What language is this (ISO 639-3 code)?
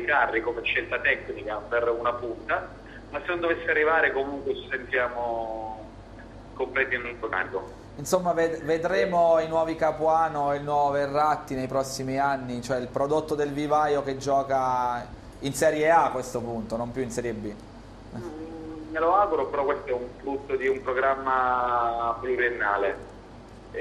ita